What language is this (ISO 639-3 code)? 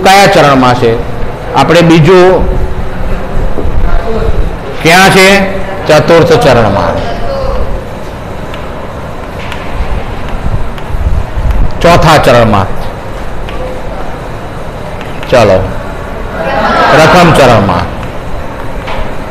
guj